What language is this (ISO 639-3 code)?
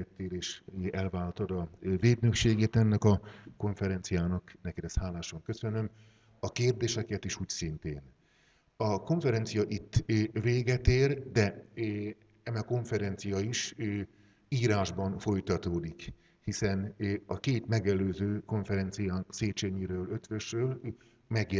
hun